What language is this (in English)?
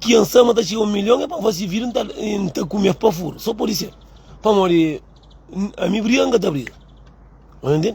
Kabuverdianu